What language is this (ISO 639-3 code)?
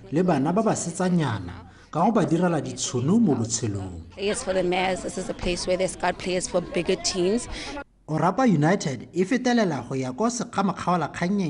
tsn